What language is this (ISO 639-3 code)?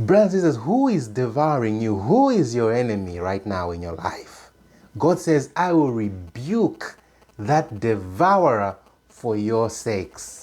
eng